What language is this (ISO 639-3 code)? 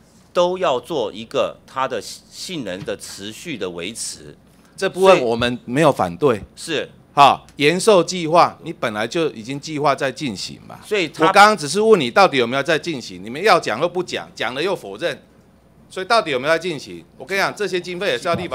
zho